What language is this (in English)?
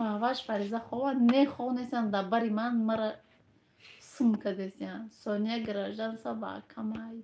Tajik